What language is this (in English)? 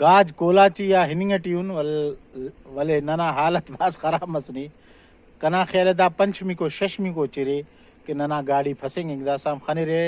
Brahui